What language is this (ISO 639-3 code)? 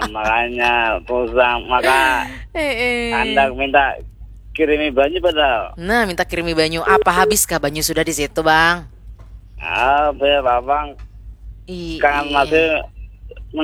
bjn